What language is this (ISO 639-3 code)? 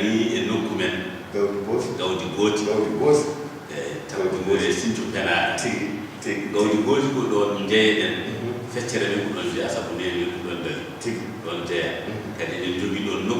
ful